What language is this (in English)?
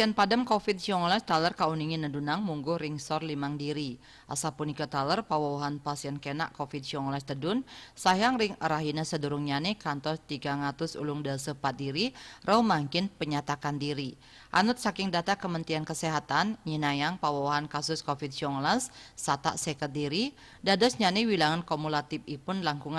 Balinese